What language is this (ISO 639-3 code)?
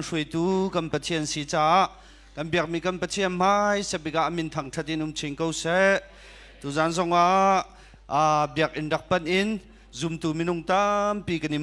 cnh